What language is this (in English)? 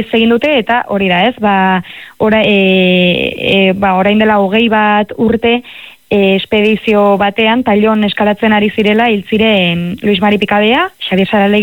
Basque